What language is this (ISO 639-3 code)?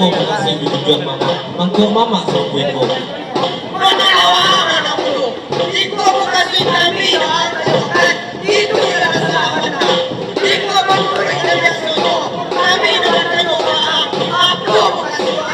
min